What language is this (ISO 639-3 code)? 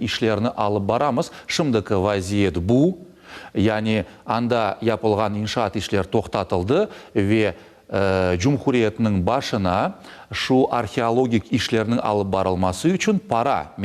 crh